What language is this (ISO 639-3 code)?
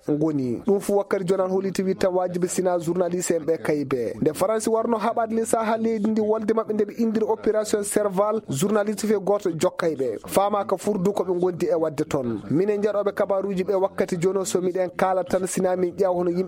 ful